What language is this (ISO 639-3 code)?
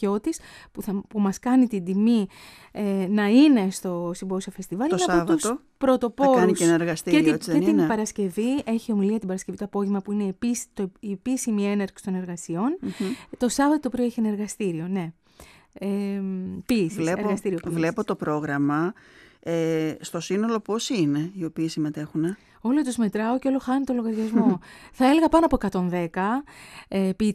ell